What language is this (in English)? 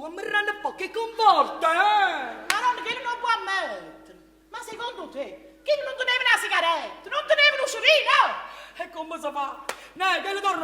Neapolitan